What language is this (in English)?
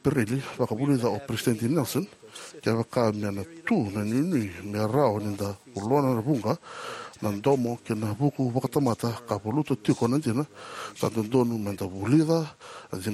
Fijian